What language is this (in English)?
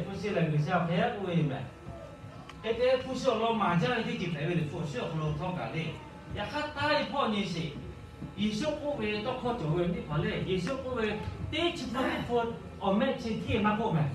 Lahu